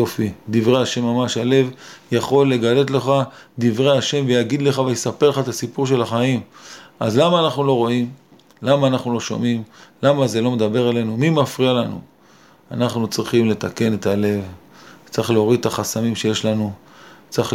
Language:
Hebrew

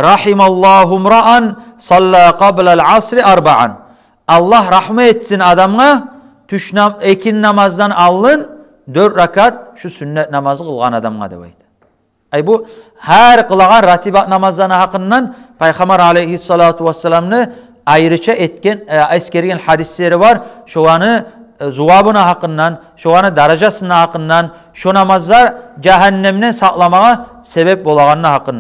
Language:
Kumyk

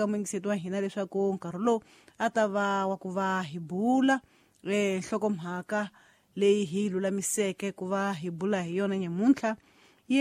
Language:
Tsonga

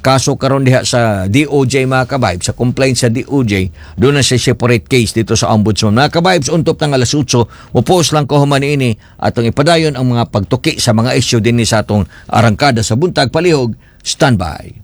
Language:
Cebuano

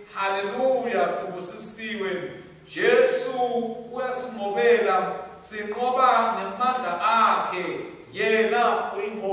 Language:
Swati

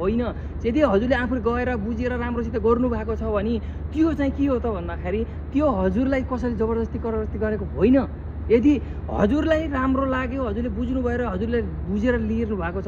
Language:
Nepali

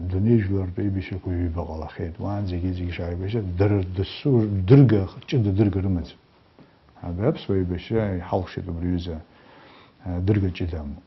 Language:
Abkhazian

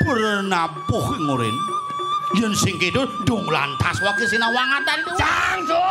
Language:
Balinese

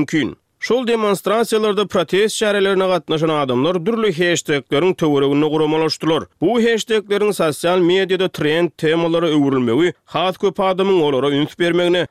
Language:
Turkmen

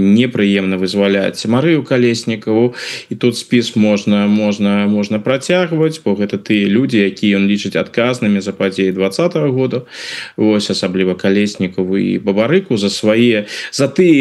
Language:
Belarusian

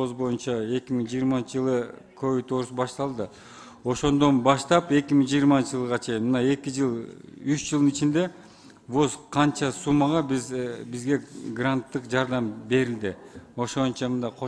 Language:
Kyrgyz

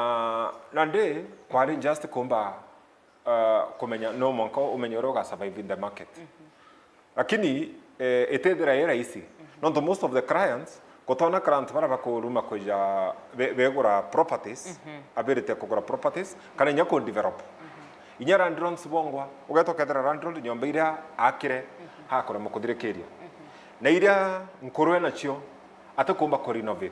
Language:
Meru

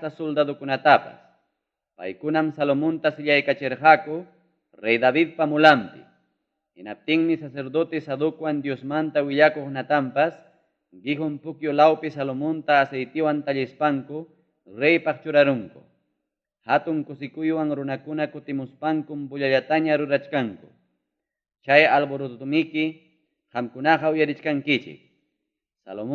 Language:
Ayacucho Quechua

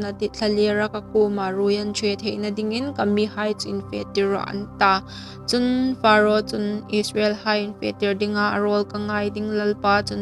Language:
Hmar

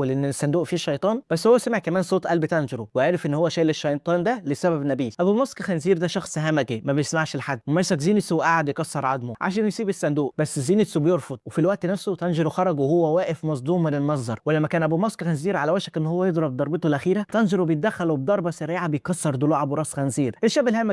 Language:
Egyptian Arabic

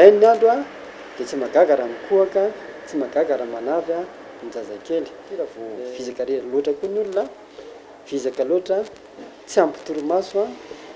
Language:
Malagasy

